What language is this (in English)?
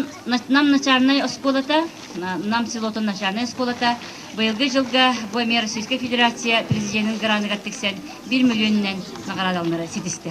Yakut